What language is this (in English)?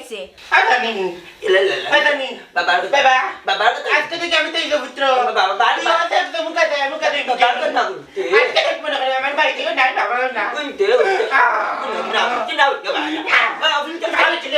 Sylheti